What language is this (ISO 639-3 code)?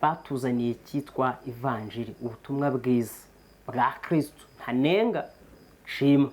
kin